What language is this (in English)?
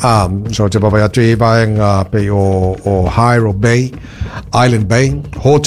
Samoan